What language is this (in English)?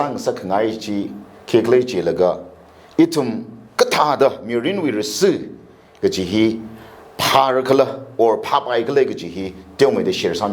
Tangkhul Naga (India)